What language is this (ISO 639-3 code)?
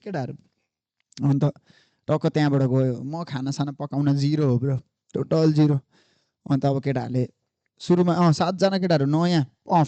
nep